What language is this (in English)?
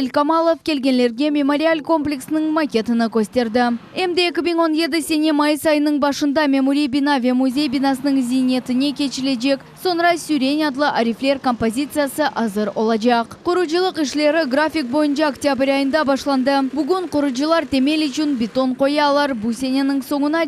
Crimean Tatar